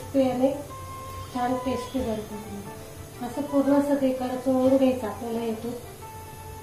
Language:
Marathi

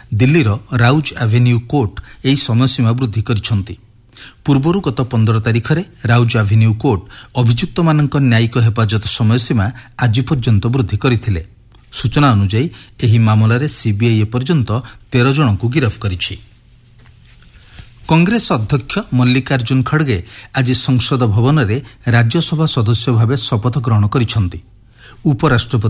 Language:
Odia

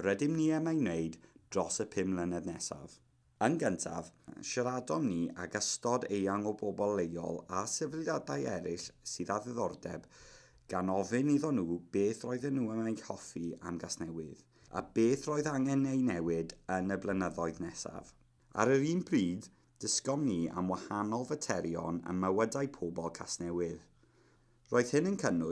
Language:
Welsh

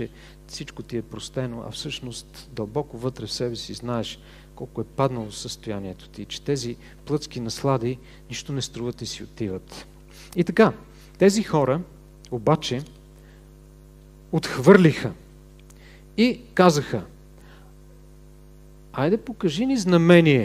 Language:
Bulgarian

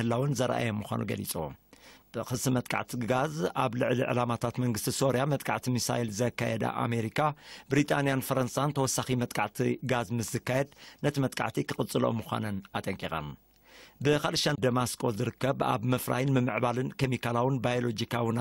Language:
Tigrinya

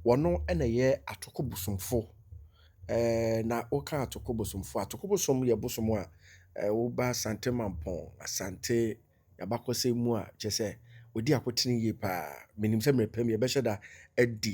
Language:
Akan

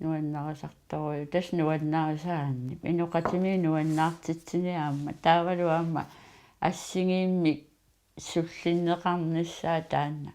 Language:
Kalaallisut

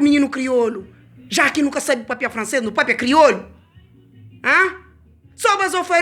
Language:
Kabuverdianu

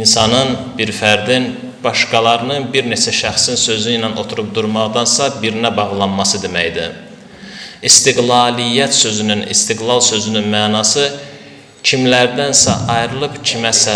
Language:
Azerbaijani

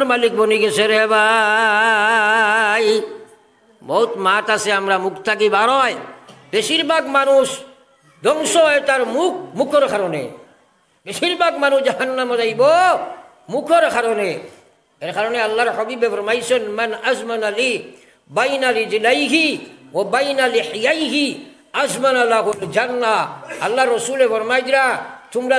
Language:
Sylheti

